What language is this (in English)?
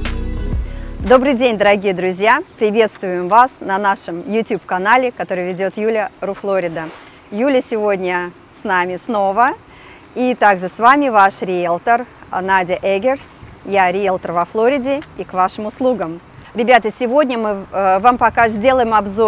Russian